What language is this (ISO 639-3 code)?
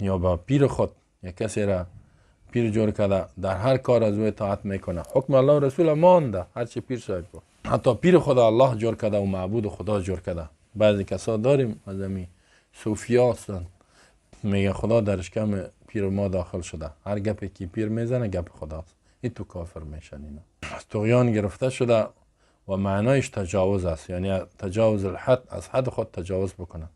fas